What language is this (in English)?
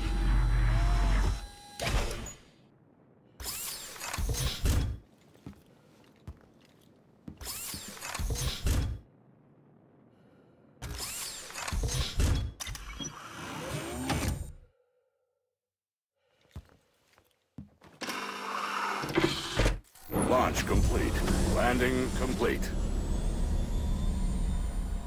English